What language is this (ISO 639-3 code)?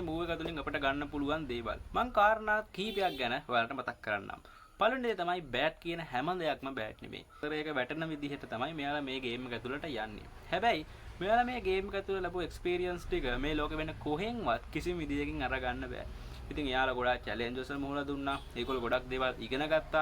sin